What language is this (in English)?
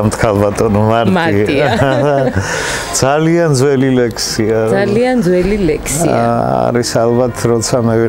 Georgian